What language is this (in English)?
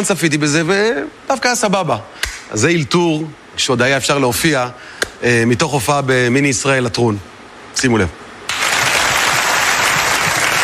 Hebrew